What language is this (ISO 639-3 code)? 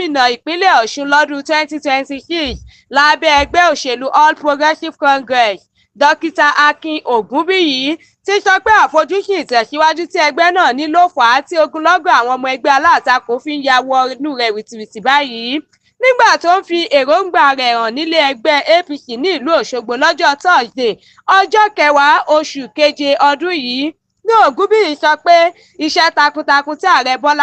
yor